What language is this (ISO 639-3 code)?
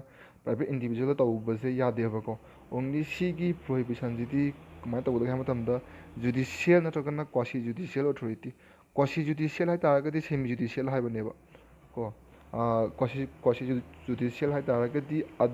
mni